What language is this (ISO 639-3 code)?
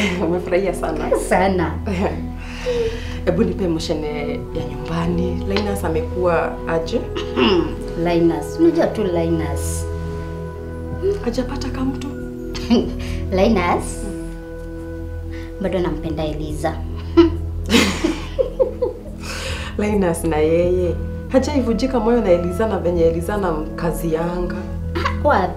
swa